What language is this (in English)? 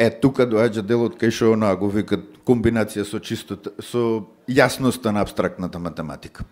Macedonian